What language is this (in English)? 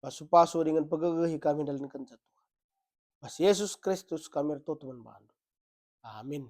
Batak Karo